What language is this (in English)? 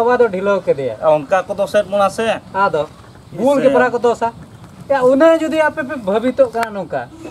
Santali